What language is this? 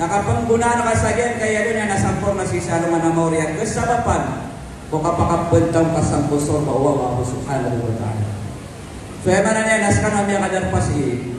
Maranao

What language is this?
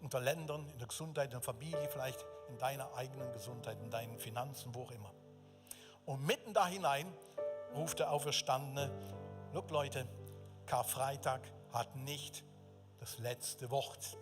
Swiss German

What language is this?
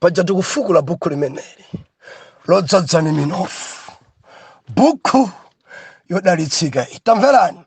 Nyanja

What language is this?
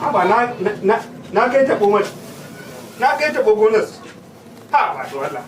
Hausa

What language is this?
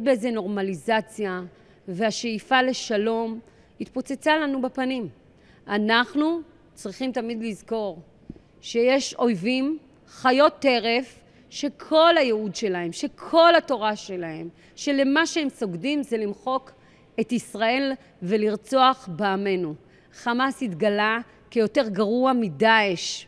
Hebrew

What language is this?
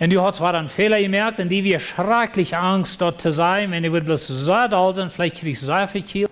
Plautdietsch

